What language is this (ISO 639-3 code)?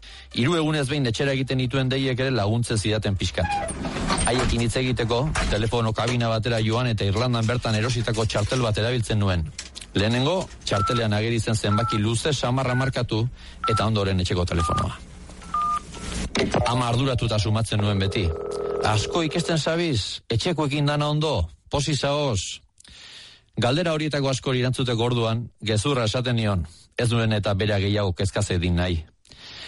eus